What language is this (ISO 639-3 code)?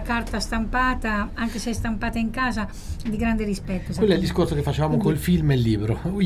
ita